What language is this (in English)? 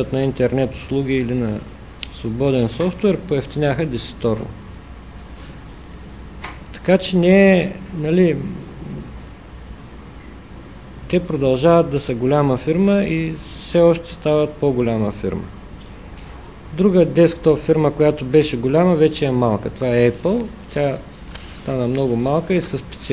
Bulgarian